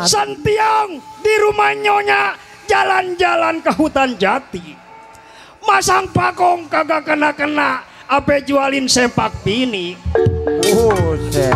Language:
Betawi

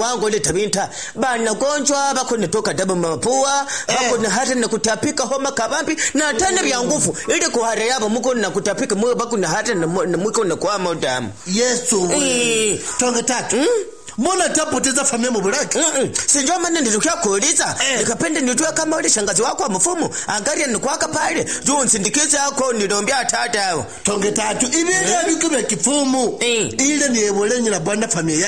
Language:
Swahili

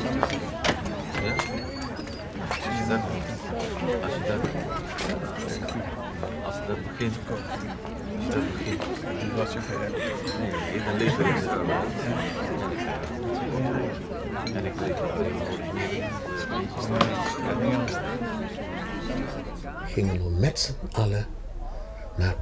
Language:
Dutch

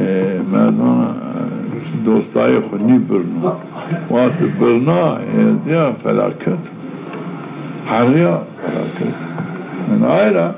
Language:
Zaza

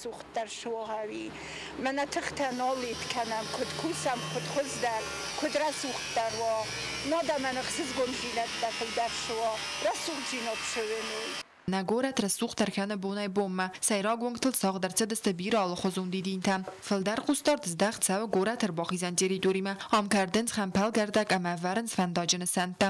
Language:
Ossetic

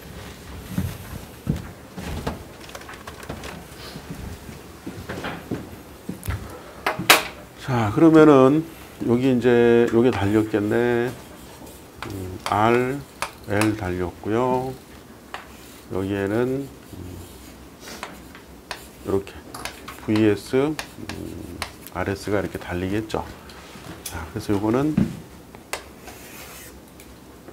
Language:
Korean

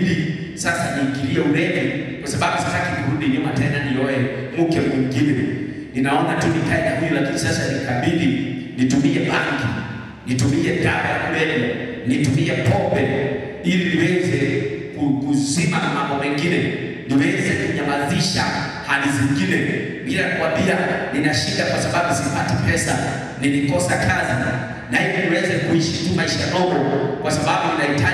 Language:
Swahili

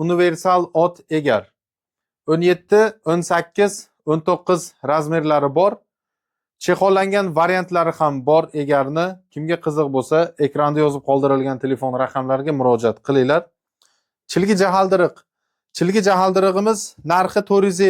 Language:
Uzbek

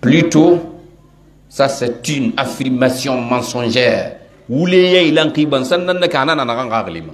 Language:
Pular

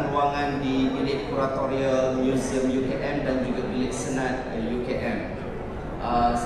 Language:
Malay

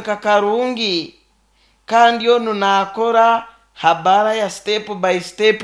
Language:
Nyankole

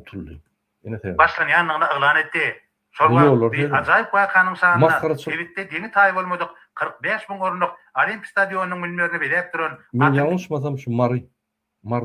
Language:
Turkmen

